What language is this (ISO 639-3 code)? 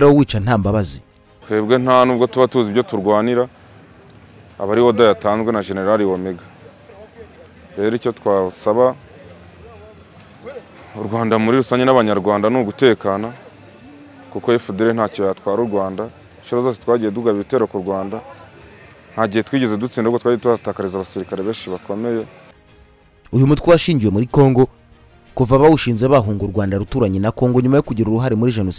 kin